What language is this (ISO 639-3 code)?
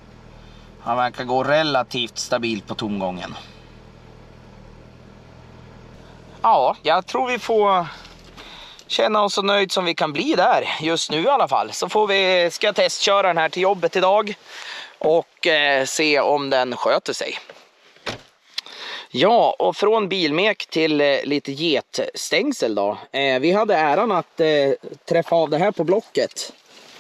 swe